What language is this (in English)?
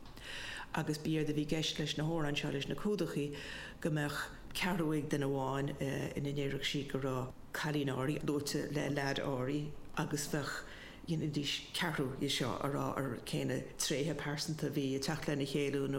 Irish